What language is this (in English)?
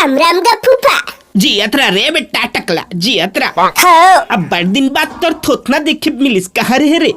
Chhattisgarhi